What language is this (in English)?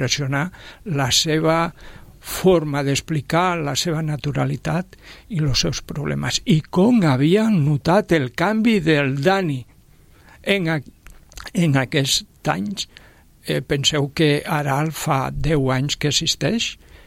Catalan